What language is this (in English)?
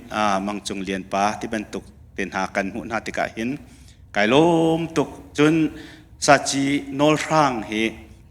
Hakha Chin